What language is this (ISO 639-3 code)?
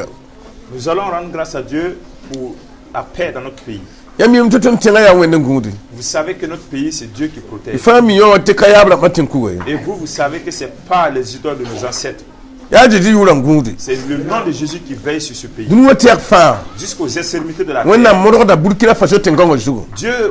mos